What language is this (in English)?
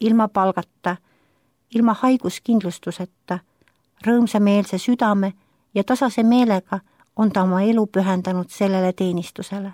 Estonian